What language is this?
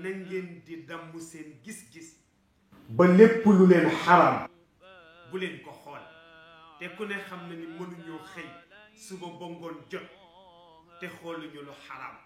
Wolof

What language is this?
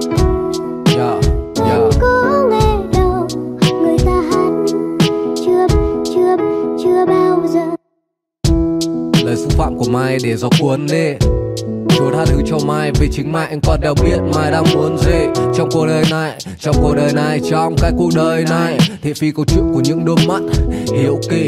Vietnamese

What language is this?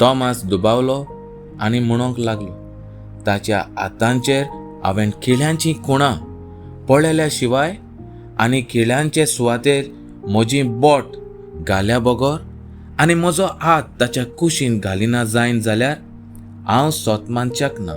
Konkani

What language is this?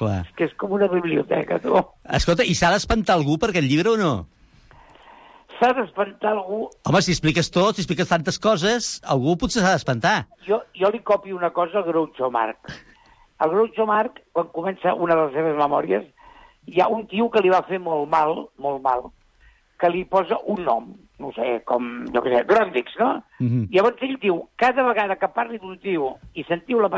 Catalan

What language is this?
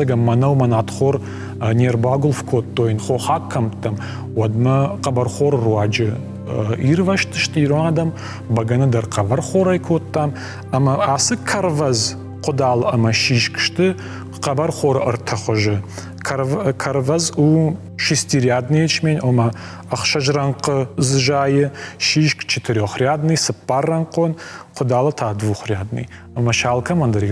Ossetic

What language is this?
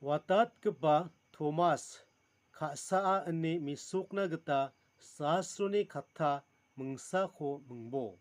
Garo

